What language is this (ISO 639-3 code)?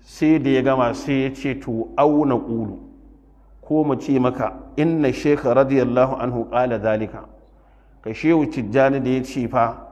hau